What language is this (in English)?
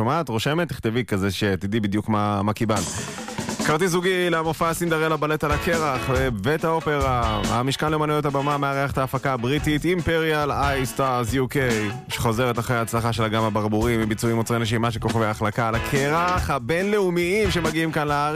Hebrew